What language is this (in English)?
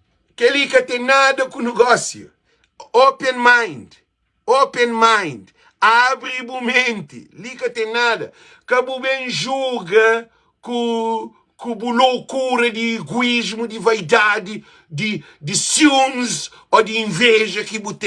Kabuverdianu